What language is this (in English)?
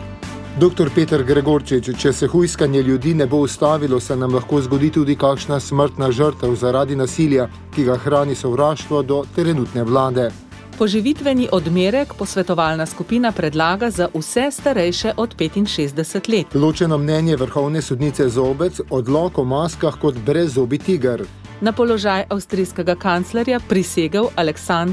Slovenian